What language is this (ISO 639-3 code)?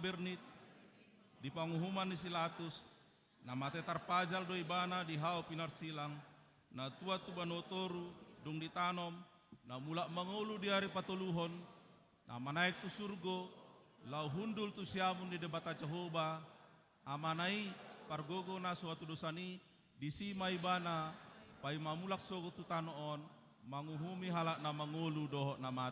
bbc